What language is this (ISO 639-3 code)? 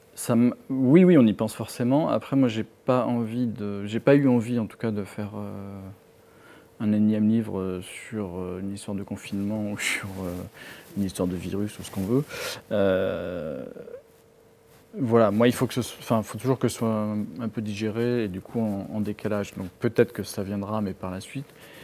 fra